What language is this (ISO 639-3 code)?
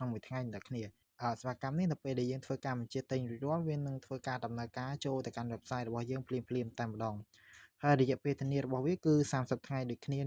khm